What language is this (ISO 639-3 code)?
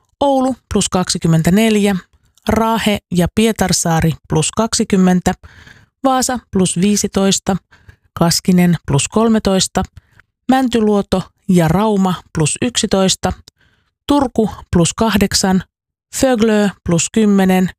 fin